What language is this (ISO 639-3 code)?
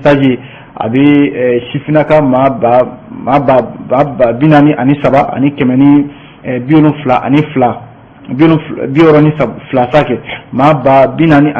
bam